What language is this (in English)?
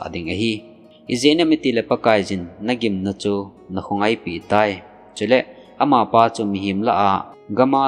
Thado Chin